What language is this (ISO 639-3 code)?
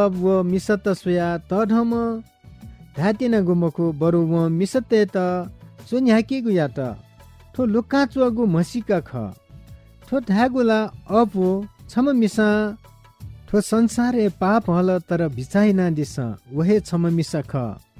new